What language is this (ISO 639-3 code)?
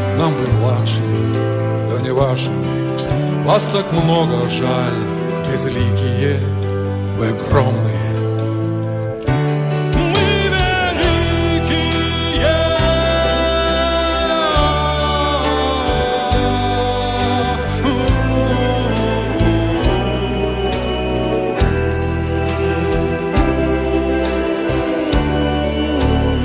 eng